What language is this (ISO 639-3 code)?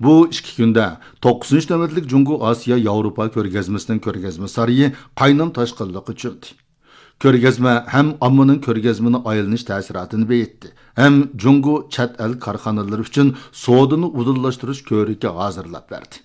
uig